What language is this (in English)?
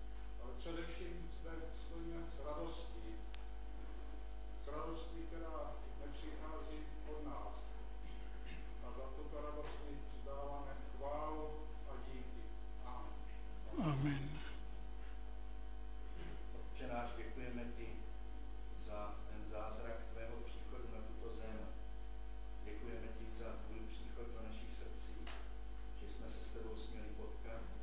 Czech